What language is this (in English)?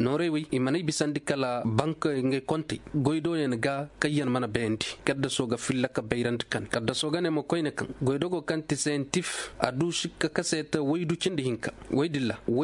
Koyraboro Senni